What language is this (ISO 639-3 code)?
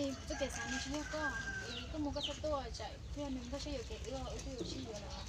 hmn